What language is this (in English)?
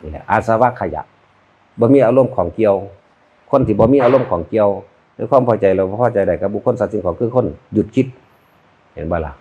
Northeastern Thai